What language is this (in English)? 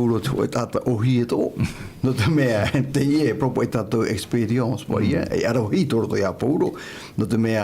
Tahitian